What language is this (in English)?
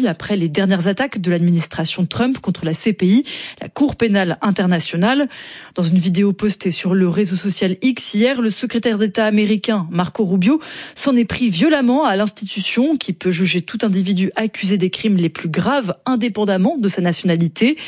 French